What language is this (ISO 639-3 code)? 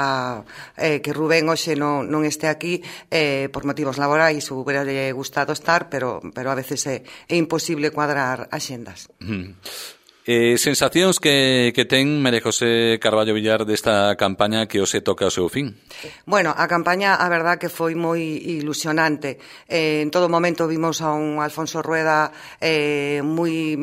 glg